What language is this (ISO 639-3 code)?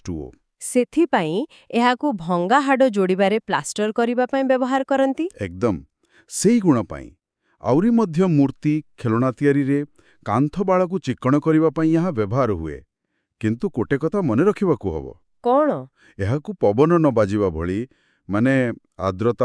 ori